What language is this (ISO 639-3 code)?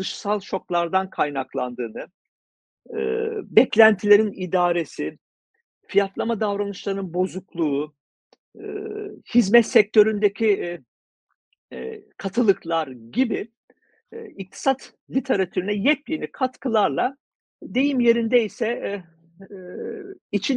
tur